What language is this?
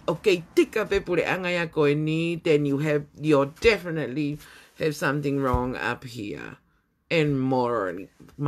Tongan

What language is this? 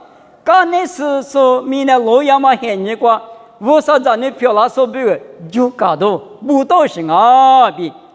Lisu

